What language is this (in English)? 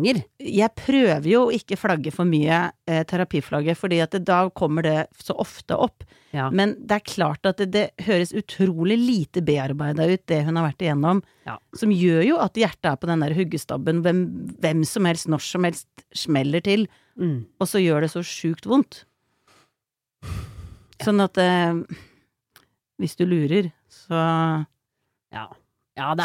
Norwegian